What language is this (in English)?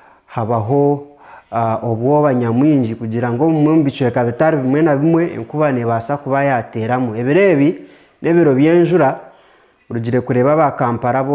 Nyankole